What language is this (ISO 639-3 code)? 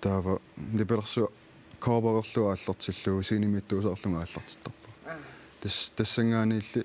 kal